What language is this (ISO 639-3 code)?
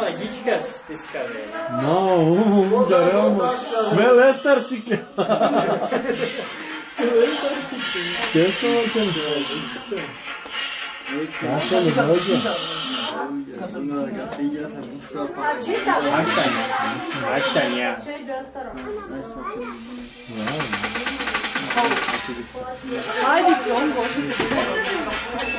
bul